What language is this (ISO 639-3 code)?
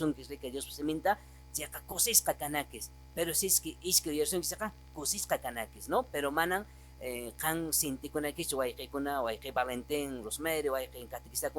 que